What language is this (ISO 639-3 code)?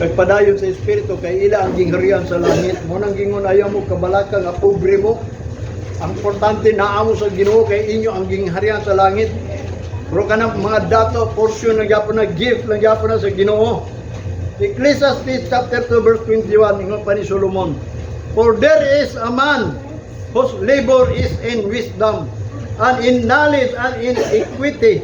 ceb